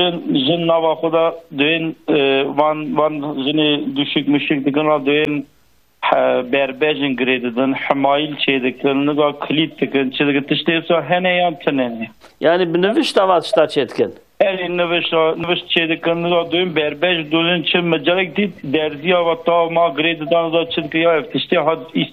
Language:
Kurdish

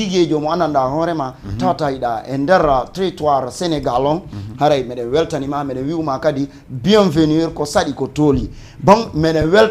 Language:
Fula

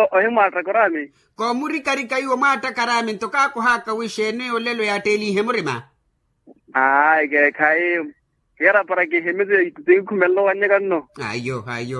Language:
Makhuwa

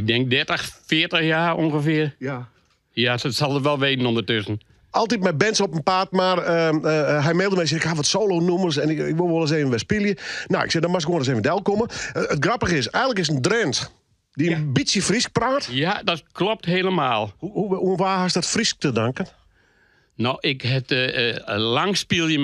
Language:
Western Frisian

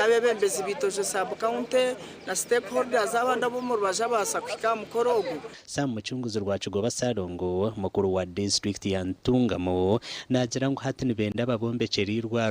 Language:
Nyankole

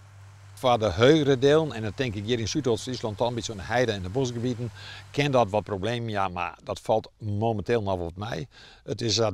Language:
Western Frisian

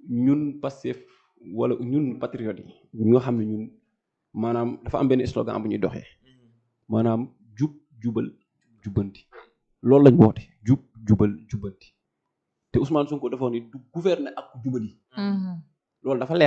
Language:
Wolof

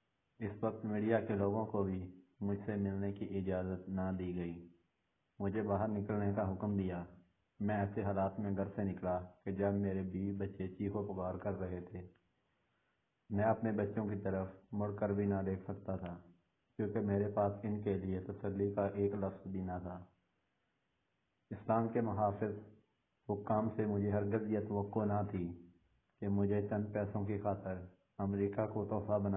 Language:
Urdu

